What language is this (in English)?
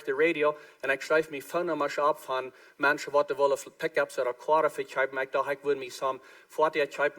Plautdietsch